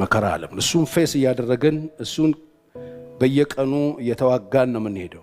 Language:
Amharic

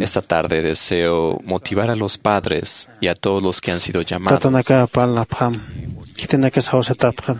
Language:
Aymara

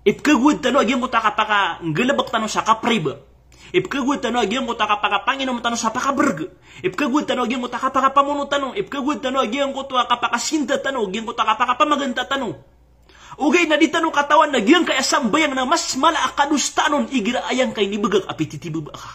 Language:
Maranao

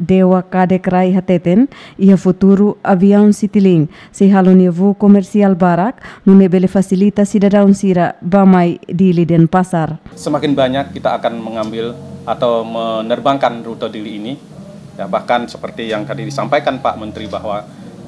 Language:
Tetum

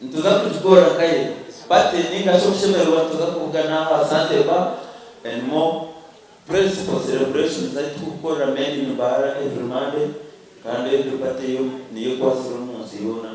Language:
Nyankole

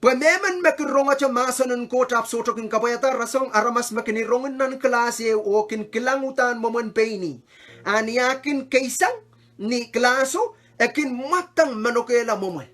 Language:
Pohnpeian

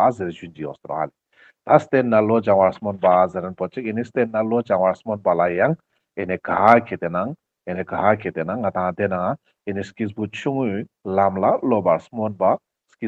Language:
Ladakhi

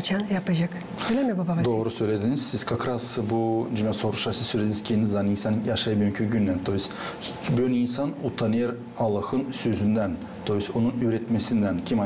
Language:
Gagauz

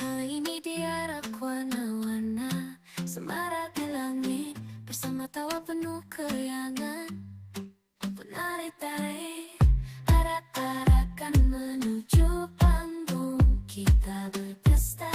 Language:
Banjar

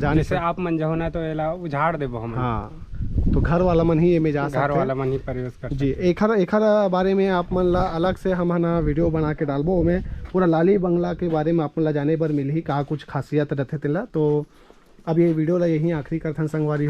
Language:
Chhattisgarhi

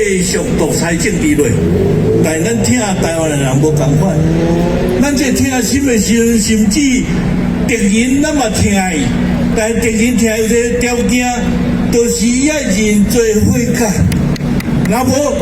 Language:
Min Nan Chinese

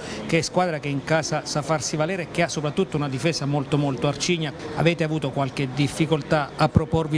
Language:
Italian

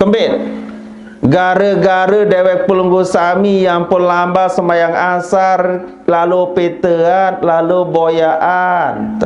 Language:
Sasak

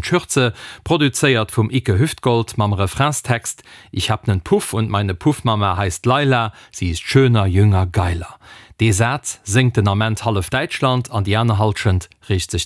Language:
Luxembourgish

